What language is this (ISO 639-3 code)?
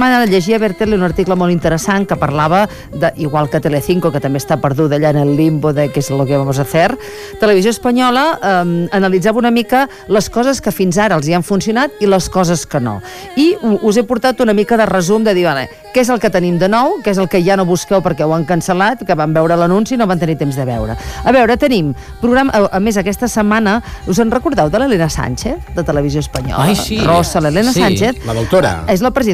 cat